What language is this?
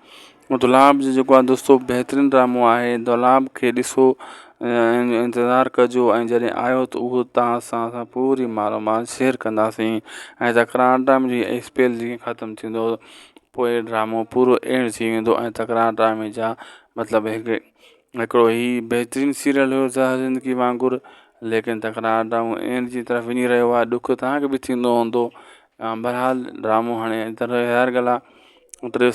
Sindhi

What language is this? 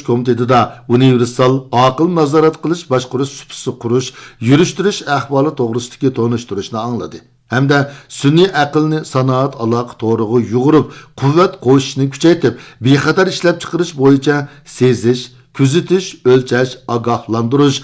Uyghur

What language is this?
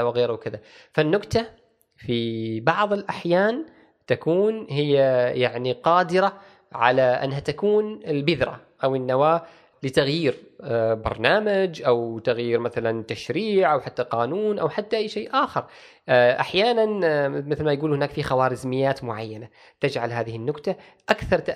Gulf Arabic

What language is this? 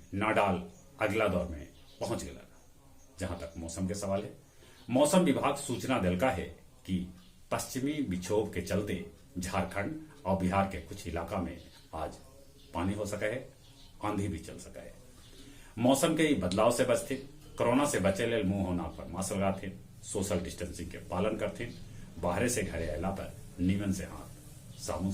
Magahi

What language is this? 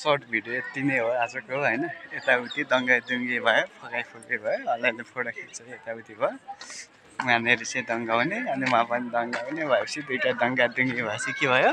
Nepali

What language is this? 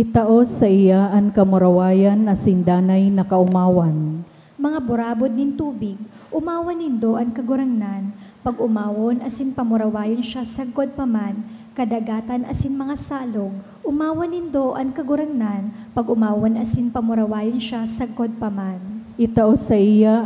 Bikol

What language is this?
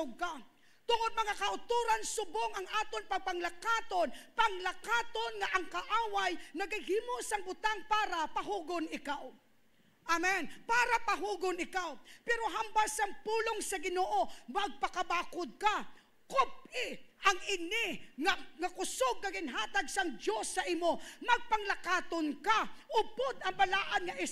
Hiligaynon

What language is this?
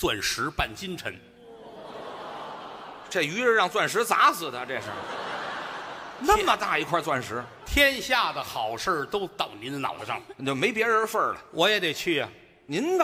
Chinese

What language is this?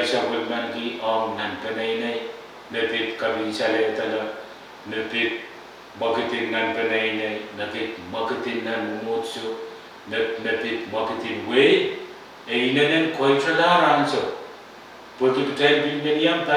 Pohnpeian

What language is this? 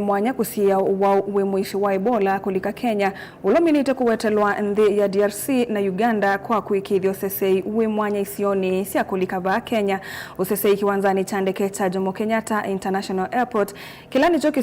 Kamba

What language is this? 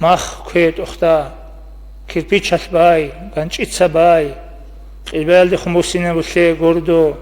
Avaric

